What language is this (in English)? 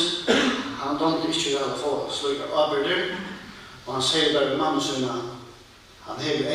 Faroese